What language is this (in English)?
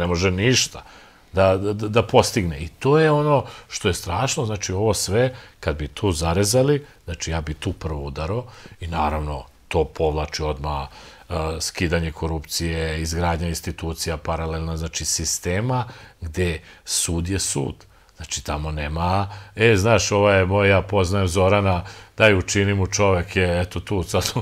Serbian